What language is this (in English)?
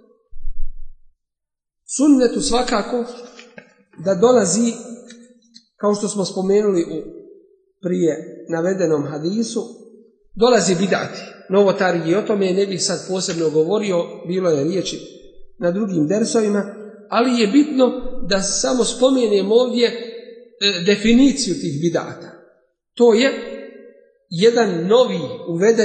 Bosnian